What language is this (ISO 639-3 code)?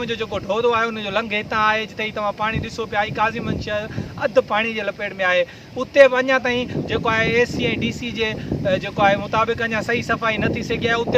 snd